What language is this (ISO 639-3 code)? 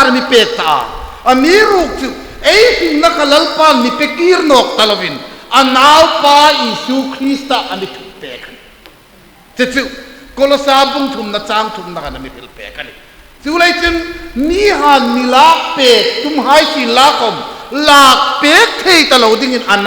hmr